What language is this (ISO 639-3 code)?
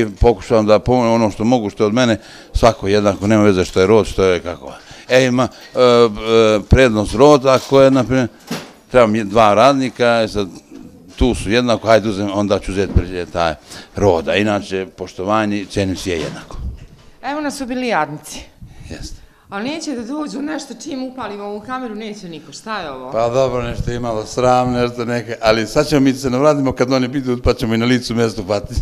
bos